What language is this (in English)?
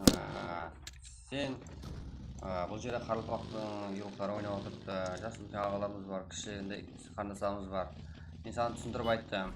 Kara-Kalpak